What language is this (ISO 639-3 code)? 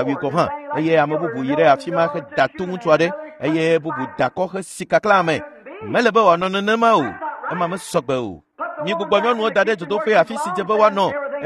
ewe